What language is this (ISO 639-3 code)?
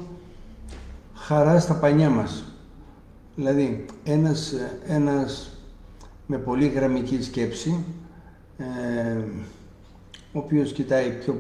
ell